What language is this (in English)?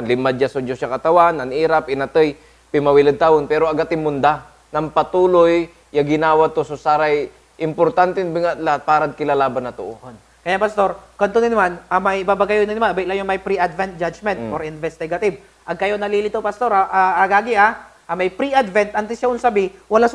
Pangasinan